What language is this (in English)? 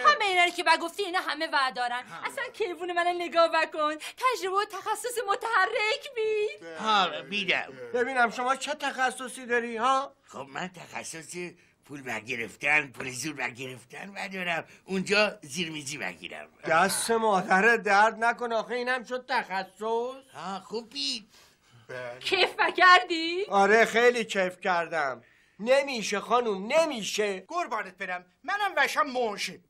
Persian